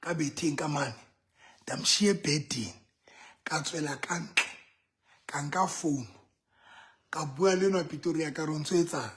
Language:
Southern Sotho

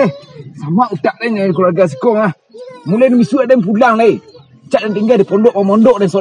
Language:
Minangkabau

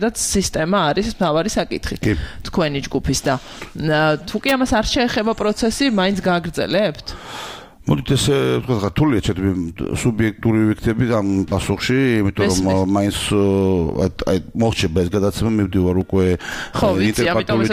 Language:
Georgian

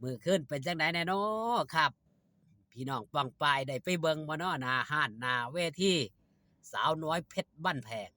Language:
Northeastern Thai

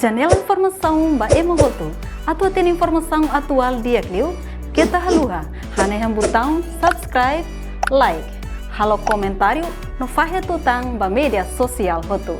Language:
Tetum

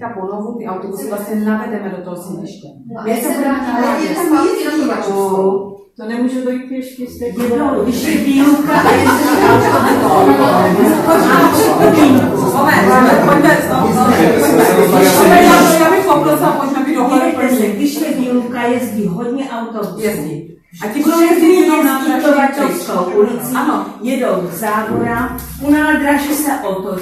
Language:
Czech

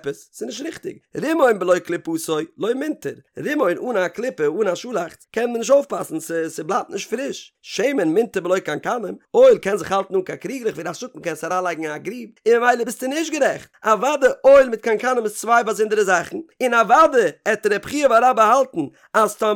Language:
Yiddish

